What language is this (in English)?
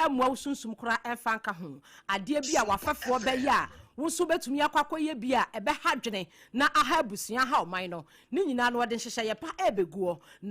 Akan